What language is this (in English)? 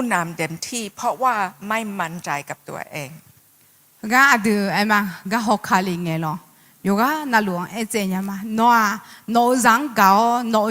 Akha